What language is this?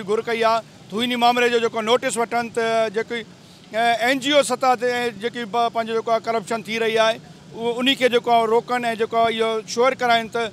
Sindhi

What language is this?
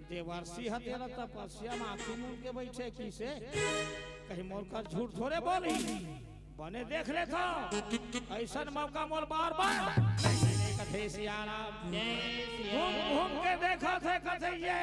Chhattisgarhi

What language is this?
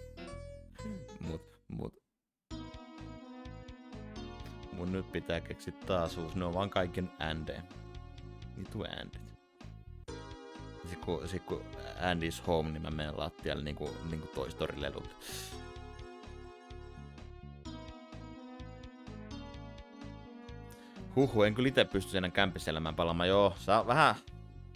Finnish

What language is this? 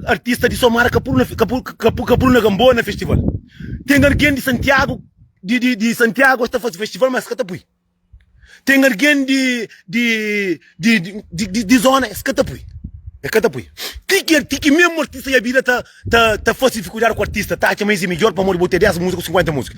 Kabuverdianu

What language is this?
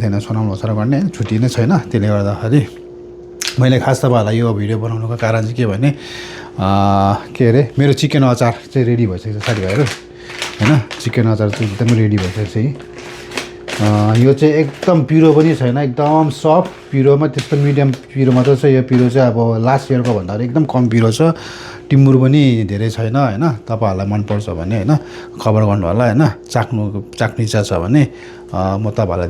Nepali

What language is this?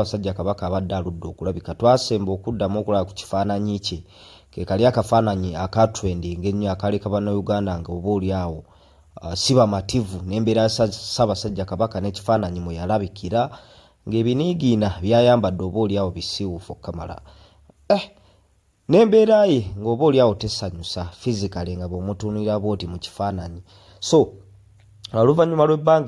Ganda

